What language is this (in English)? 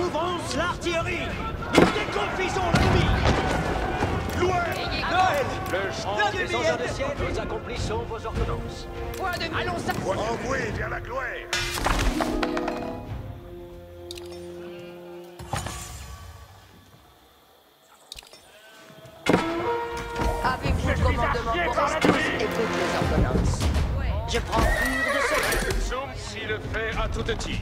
French